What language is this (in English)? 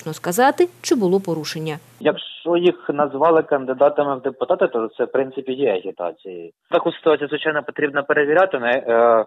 Ukrainian